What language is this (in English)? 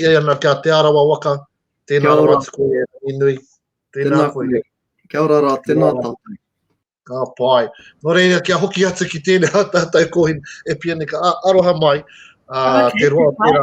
Māori